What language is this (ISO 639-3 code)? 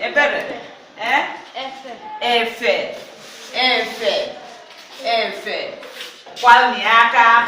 ibo